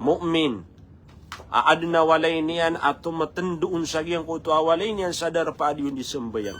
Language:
Maranao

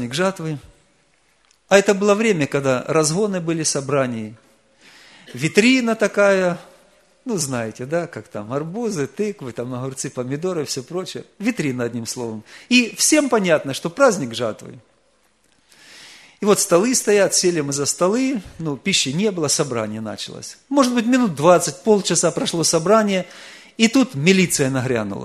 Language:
Russian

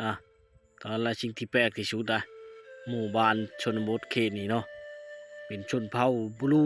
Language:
Lao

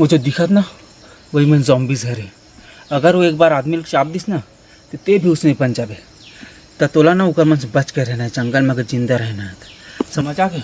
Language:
Chhattisgarhi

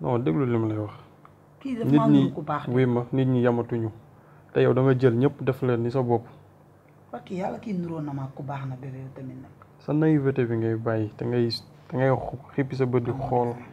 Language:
Wolof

